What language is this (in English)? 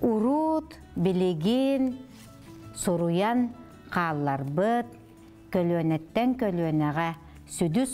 Yakut